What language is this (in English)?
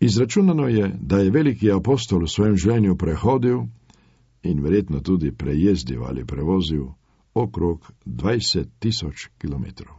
Slovenian